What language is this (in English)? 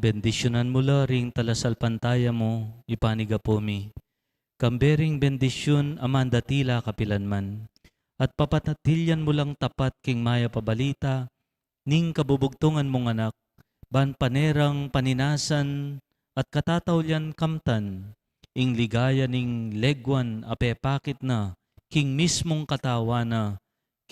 Pampanga